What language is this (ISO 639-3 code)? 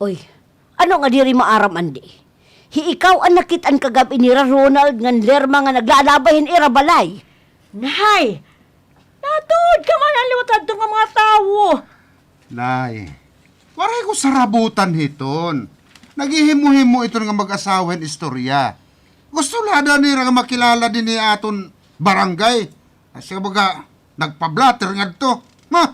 war